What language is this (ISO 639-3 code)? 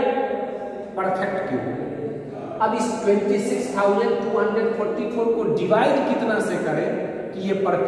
hin